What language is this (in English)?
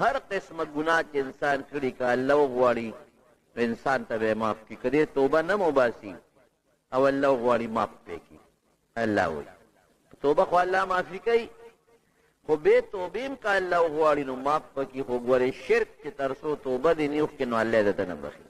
Pashto